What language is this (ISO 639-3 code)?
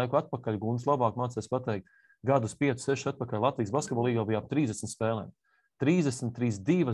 lav